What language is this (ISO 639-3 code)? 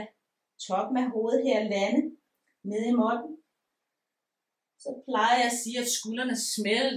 dan